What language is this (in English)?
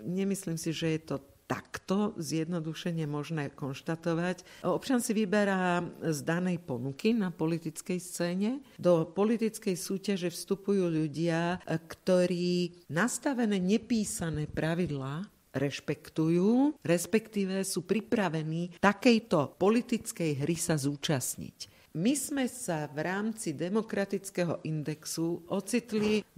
Slovak